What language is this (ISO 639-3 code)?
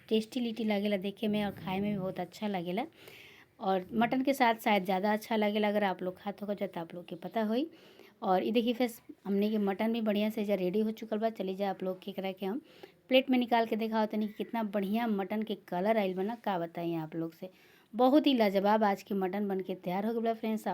bho